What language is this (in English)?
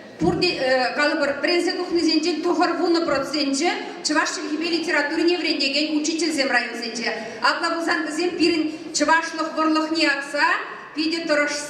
Chuvash